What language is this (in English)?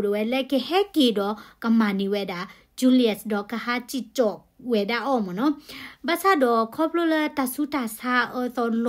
S'gaw Karen